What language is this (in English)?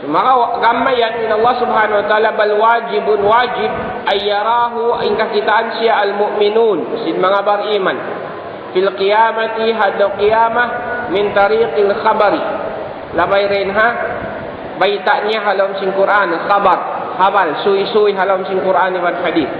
Tausug